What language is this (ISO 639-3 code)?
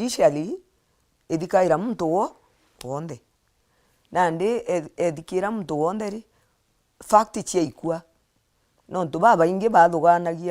mer